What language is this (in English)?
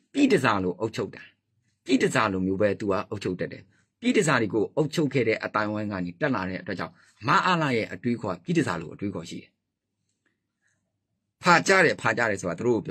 Burmese